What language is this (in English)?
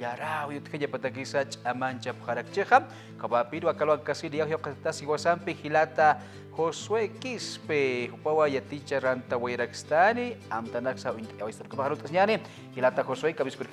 Aymara